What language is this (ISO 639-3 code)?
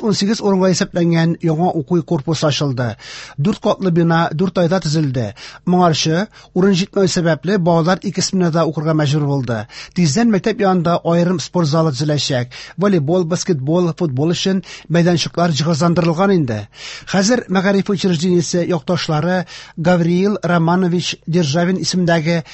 tat